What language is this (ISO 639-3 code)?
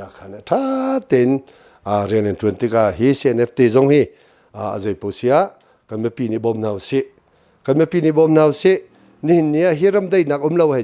cnh